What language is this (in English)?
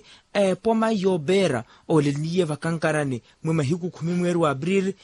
Makhuwa